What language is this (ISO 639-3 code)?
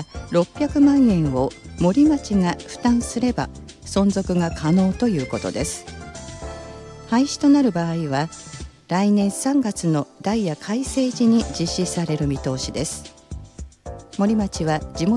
jpn